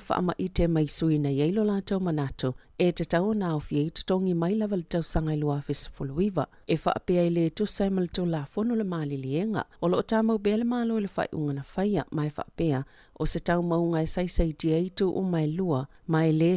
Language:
Samoan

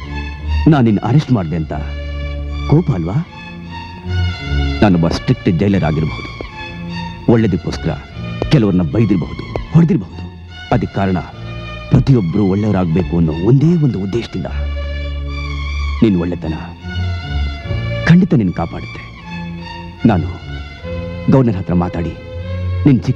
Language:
Kannada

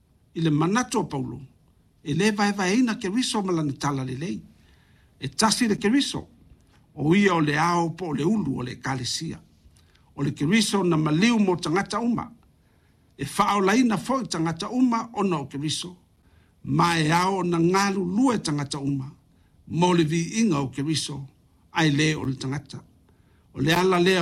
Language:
Samoan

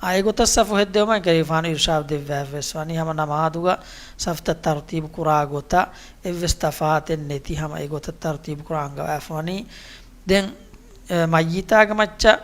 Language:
Divehi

